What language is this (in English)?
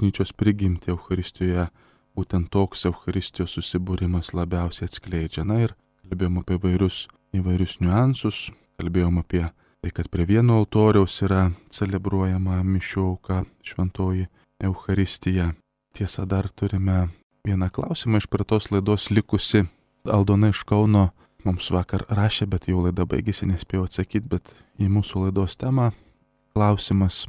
Lithuanian